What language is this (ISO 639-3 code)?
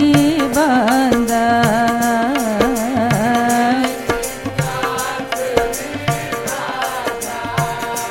hin